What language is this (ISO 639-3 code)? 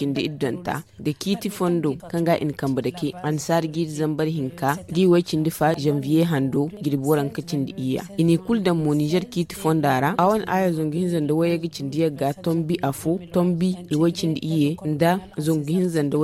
dje